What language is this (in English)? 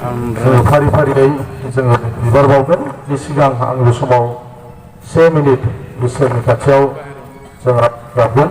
Bodo